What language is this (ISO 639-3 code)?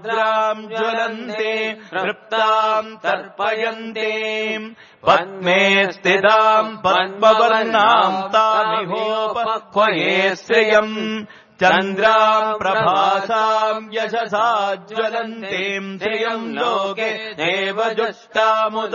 san